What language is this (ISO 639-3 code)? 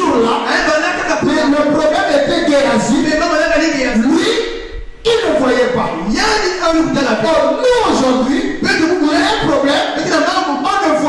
fra